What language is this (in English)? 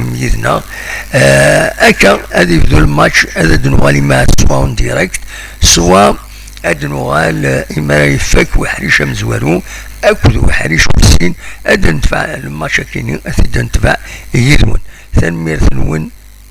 Kabyle